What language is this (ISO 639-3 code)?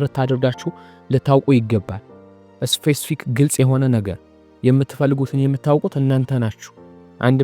amh